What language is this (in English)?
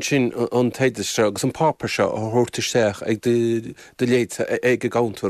Irish